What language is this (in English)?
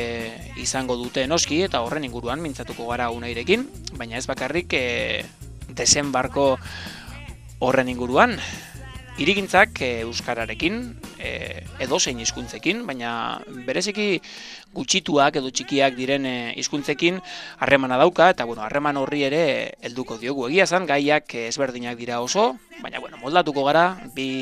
Basque